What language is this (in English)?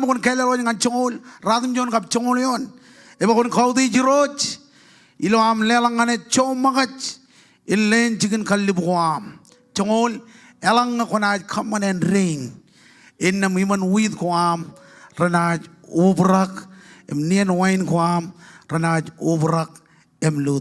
Marshallese